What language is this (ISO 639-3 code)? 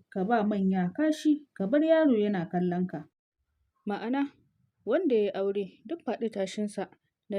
hau